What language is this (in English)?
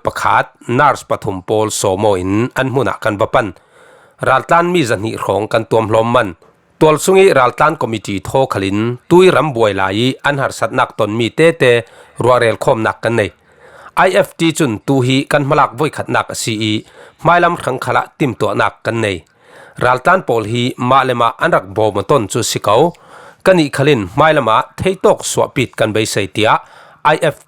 Falam Chin